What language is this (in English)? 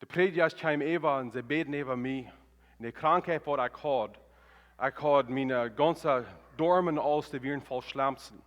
Plautdietsch